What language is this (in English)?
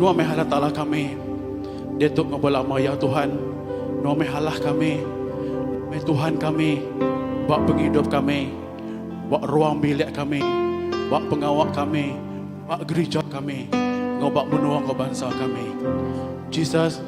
Iban